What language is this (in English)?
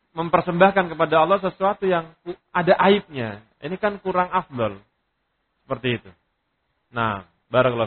Indonesian